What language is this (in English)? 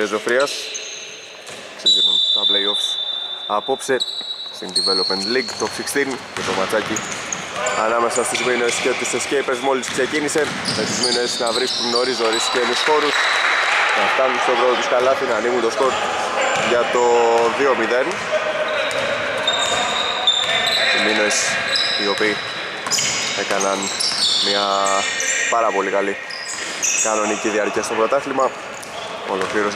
Greek